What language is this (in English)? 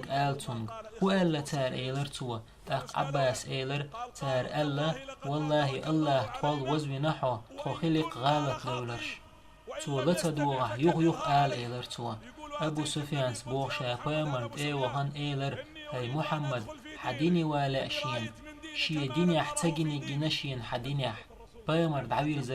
Chechen